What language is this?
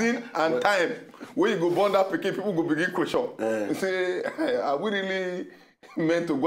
Nigerian Pidgin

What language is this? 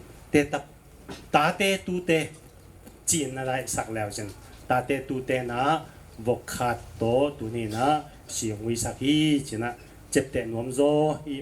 Tedim Chin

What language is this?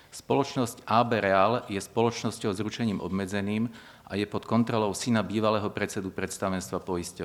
Slovak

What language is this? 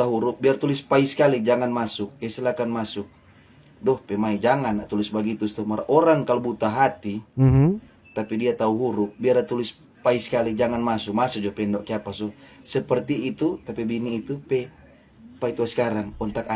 Manado Malay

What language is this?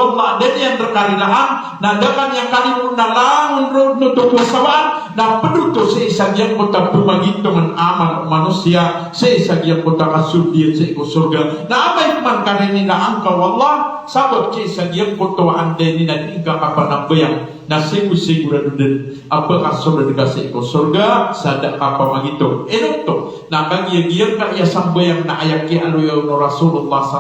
Maranao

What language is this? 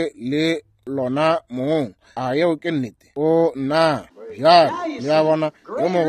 Northern Sotho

